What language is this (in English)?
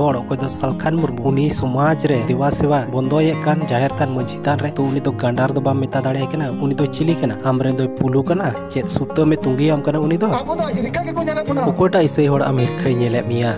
Santali